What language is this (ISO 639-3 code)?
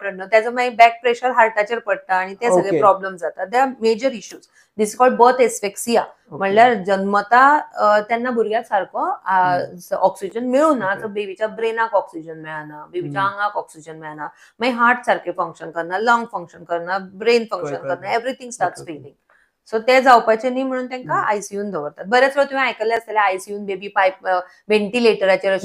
kok